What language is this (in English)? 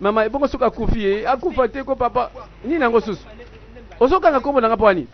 Lingala